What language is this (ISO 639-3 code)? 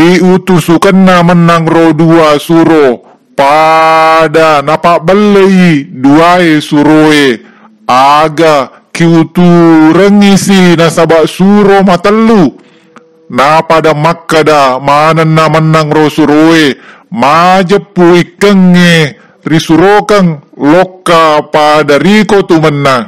bug